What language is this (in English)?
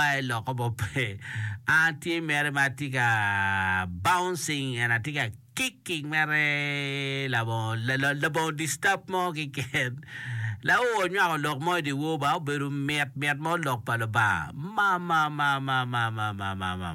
Acoli